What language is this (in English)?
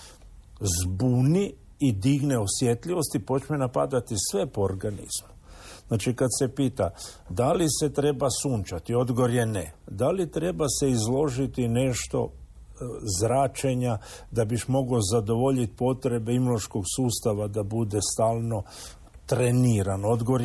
Croatian